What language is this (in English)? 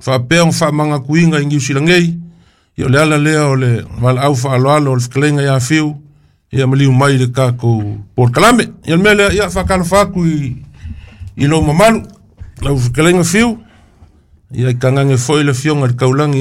Samoan